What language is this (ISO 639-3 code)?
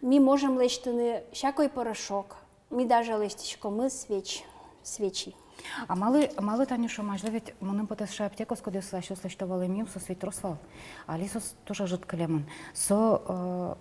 udm